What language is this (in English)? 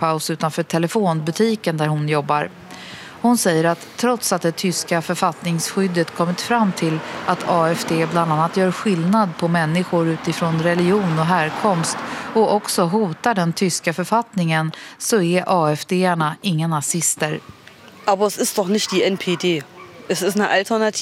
Swedish